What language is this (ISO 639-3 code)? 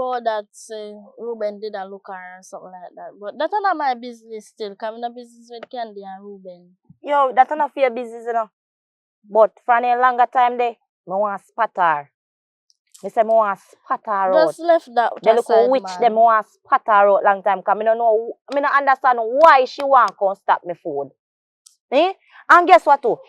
jam